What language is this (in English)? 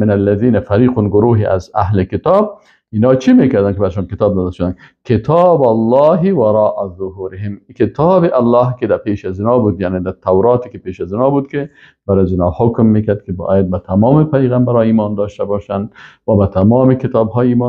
Persian